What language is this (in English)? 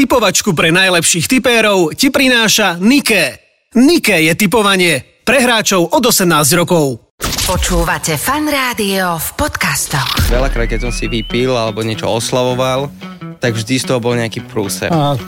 Slovak